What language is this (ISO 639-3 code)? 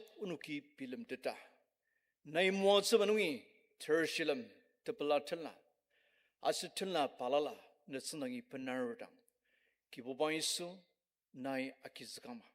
njo